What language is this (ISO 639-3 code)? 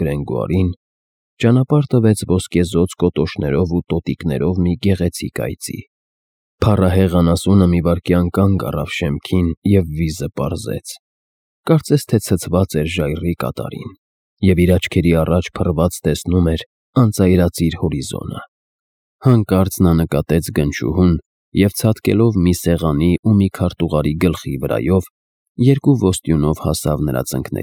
hye